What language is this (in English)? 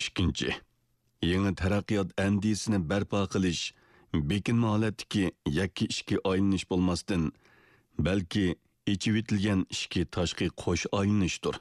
Uyghur